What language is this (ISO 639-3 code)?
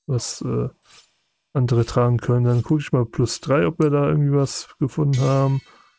deu